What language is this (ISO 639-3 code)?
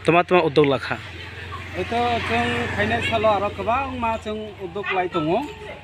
trp